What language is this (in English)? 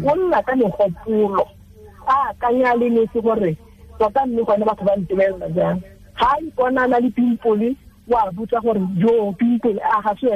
Tswana